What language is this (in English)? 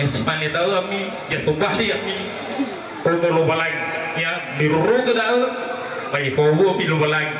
Nias